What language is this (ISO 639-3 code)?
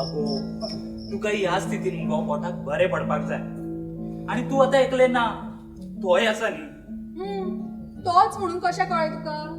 kok